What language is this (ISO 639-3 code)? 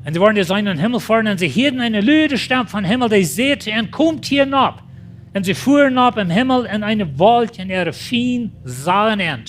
pdt